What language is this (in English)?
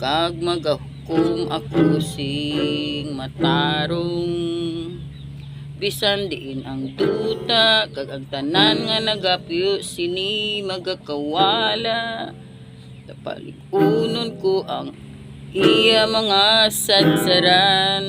Hiligaynon